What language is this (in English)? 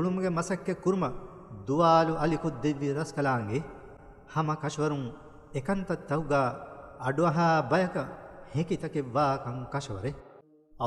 Divehi